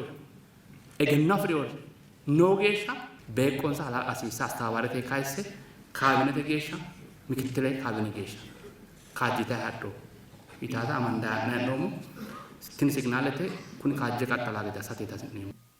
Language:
Sidamo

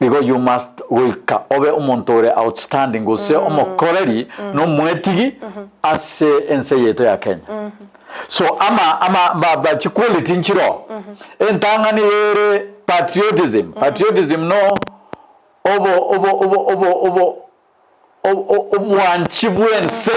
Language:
Gusii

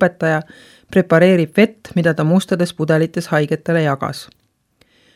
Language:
Estonian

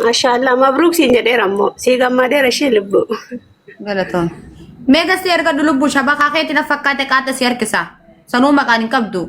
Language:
Oromo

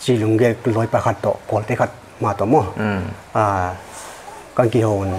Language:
Paite Chin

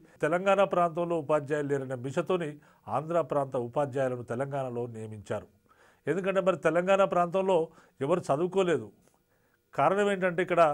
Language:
Telugu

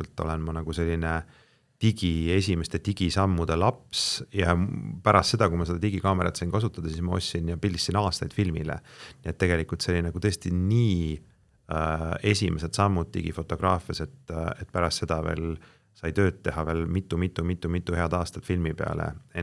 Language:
Estonian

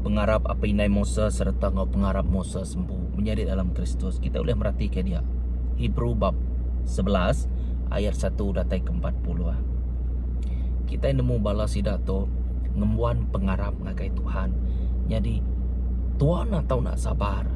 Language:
Iban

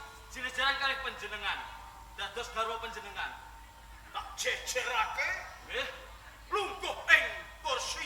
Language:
Javanese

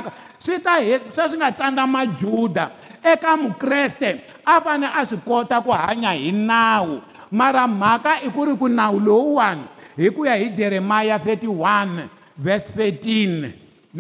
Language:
Tsonga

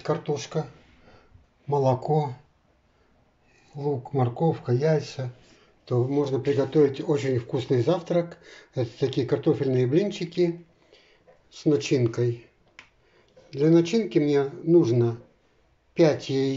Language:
Russian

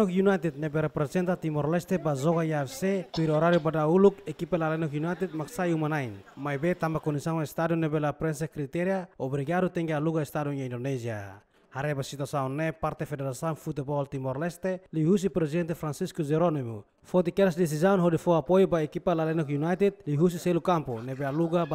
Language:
Tetum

